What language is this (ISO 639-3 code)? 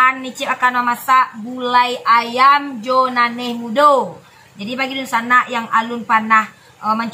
min